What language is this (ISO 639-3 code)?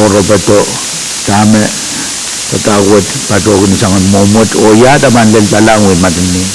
pon